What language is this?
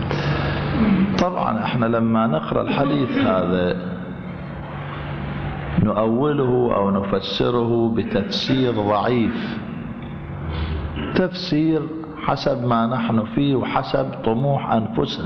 Arabic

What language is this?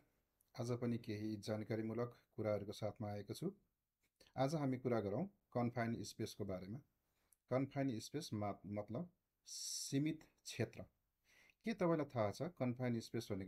Nepali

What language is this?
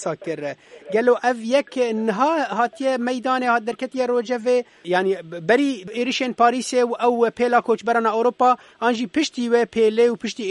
Kurdish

